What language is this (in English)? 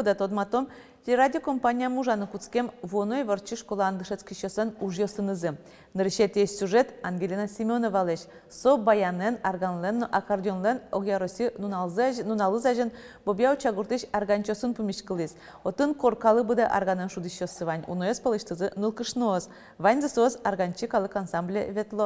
Udmurt